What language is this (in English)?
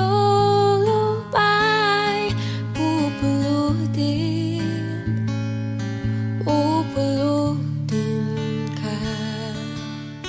Filipino